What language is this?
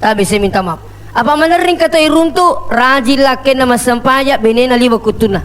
Buginese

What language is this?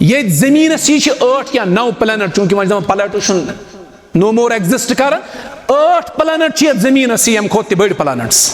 Kashmiri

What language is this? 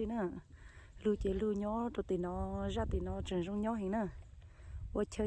Hmong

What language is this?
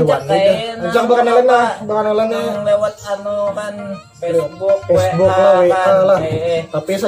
Banjar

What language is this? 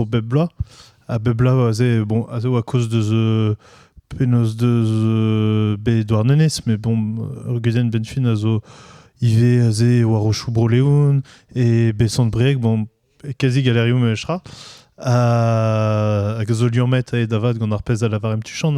Breton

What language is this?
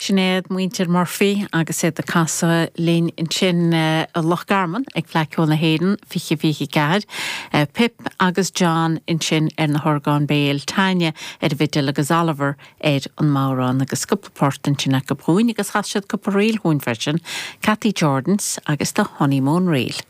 Irish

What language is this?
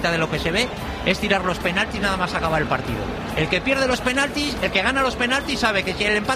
Spanish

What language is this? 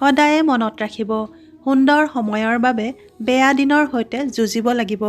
Assamese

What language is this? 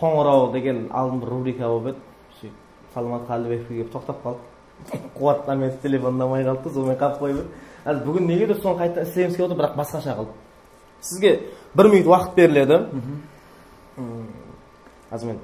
Kara-Kalpak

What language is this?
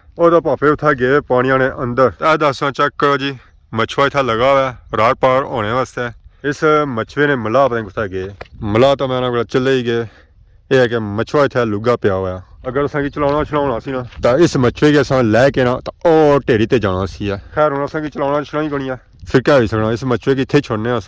Pahari-Potwari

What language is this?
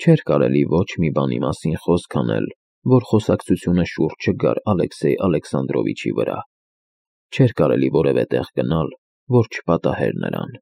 Armenian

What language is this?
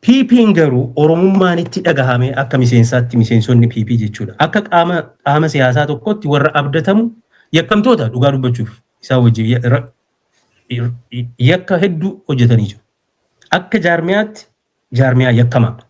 Oromo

